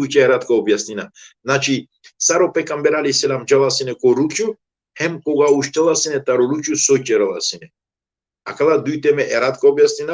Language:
Balkan Romani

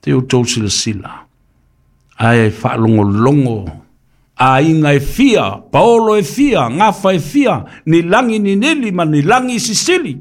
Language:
Samoan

